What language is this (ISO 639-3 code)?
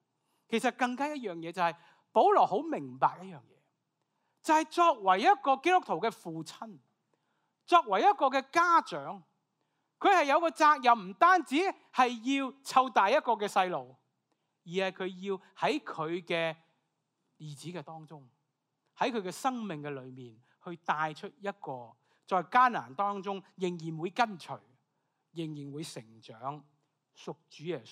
yue